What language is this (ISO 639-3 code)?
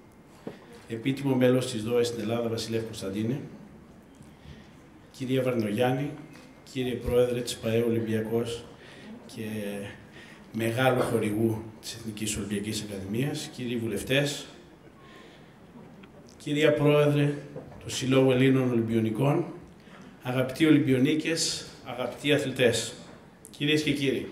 ell